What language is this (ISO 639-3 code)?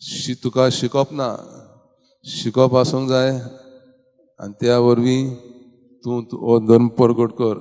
kok